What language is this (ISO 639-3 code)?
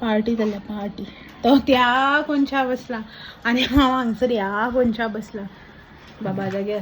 kok